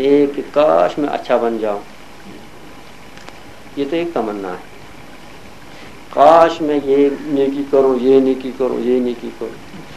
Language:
Urdu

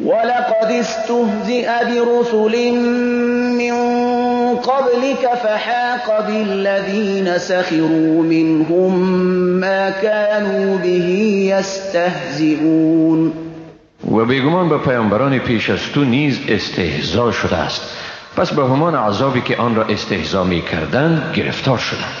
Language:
Persian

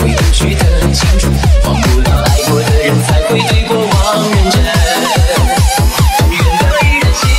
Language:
Chinese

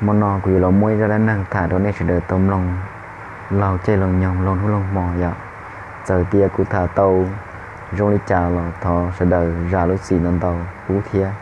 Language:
Hmong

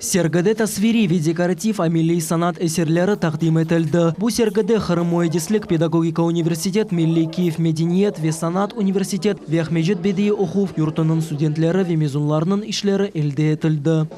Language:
Crimean Tatar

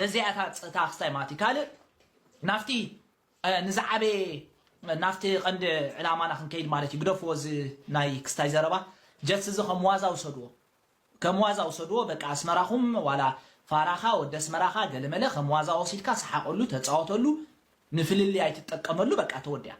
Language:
Tigrinya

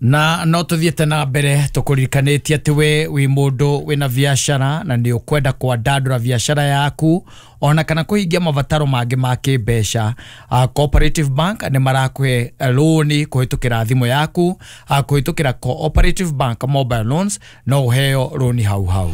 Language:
Kikuyu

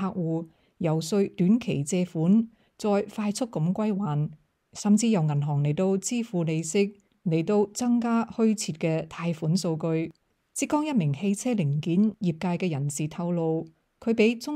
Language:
Cantonese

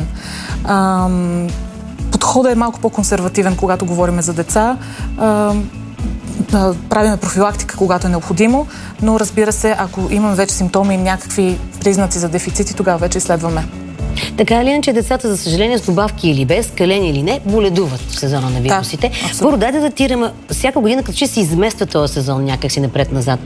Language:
Bulgarian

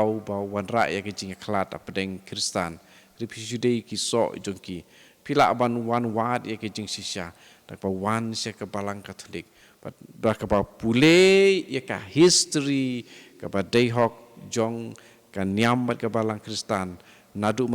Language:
Khasi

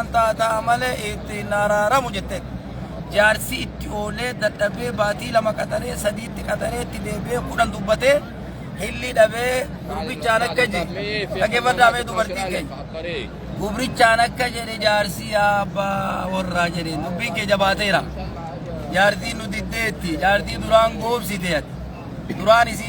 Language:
Oromo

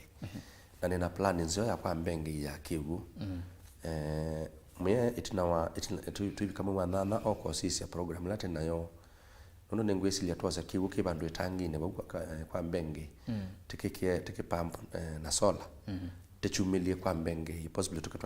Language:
Kamba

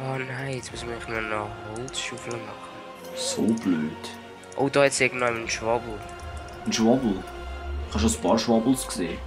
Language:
Swiss German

